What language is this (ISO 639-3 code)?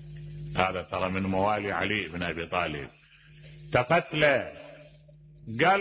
acm